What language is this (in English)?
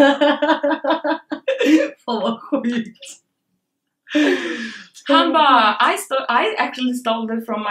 Swedish